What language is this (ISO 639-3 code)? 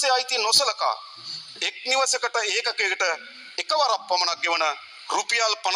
sin